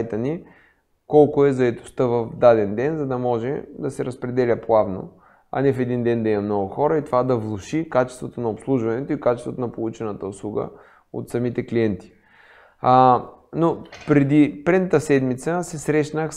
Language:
Bulgarian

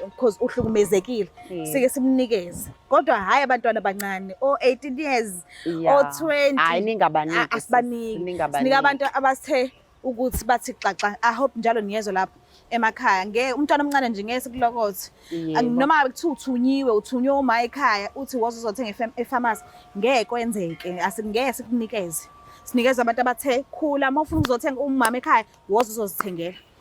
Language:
Zulu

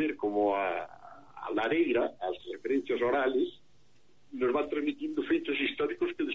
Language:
Galician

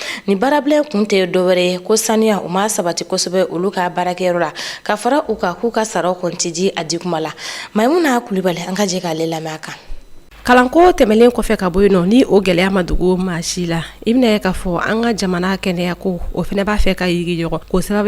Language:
Bambara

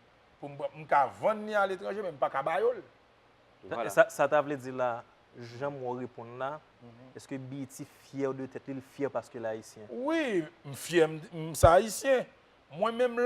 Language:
Haitian Creole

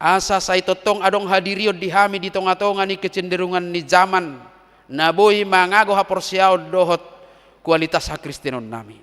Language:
Batak Toba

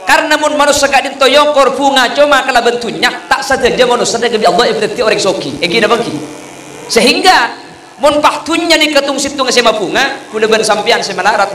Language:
Madurese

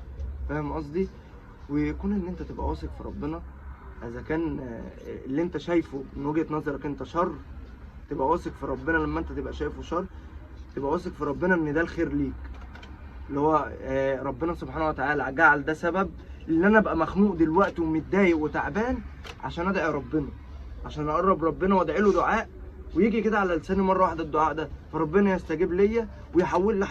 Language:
Egyptian Arabic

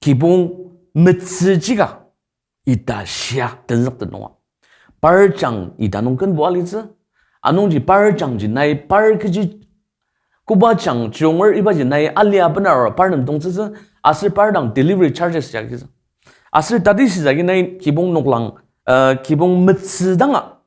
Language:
Ao Naga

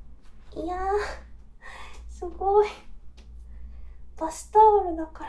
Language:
Japanese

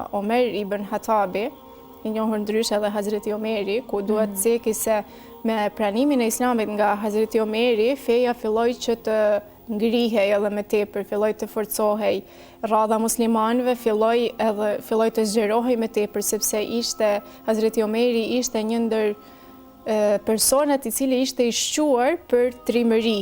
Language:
Albanian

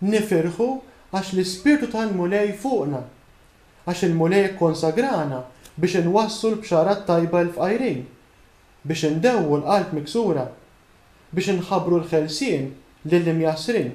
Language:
Maltese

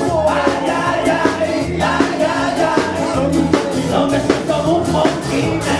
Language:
Spanish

